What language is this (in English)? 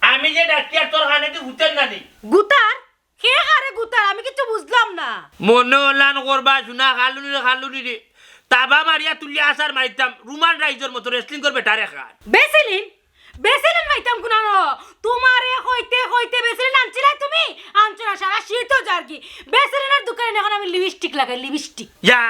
Sylheti